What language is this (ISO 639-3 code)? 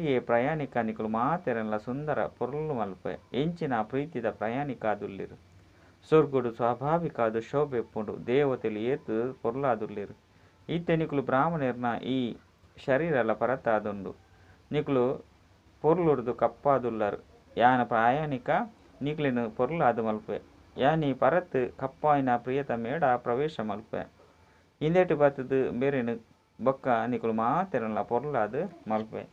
tcy